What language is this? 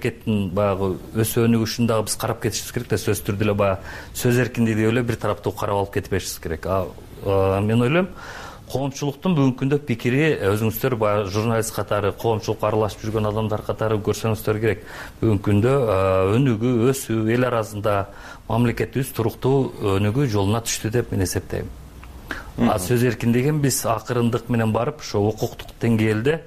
Kyrgyz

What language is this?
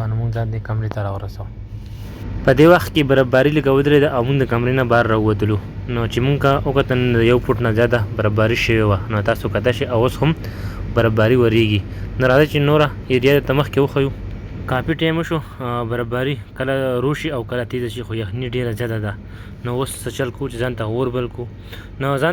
Pashto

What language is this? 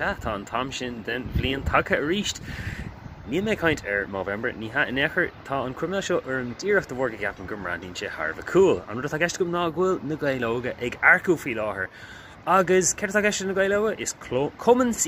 Irish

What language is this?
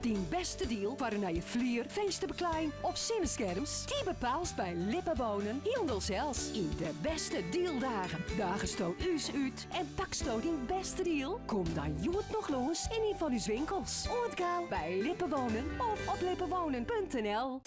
Western Frisian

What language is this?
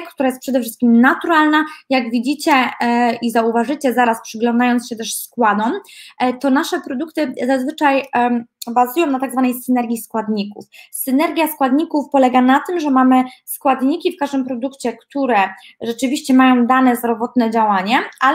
Polish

